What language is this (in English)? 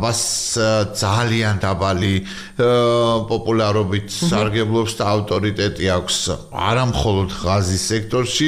Georgian